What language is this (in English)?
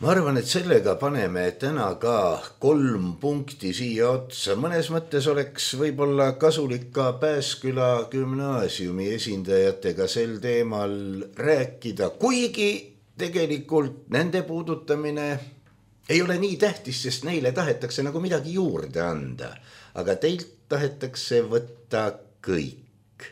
Estonian